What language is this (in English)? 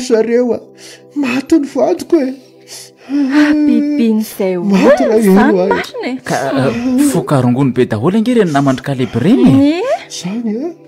Malagasy